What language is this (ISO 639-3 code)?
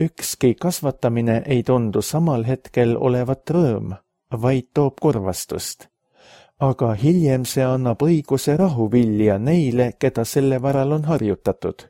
est